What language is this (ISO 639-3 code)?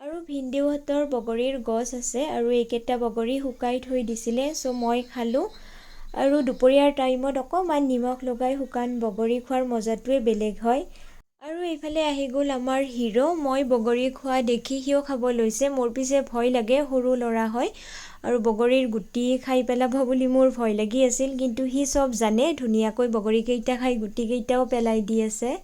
asm